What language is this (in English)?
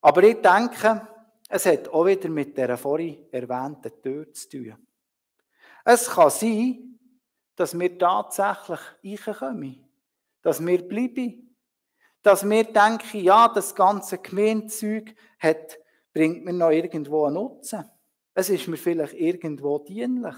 Swiss German